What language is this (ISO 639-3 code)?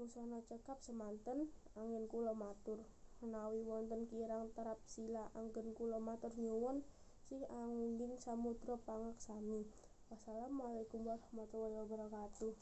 jav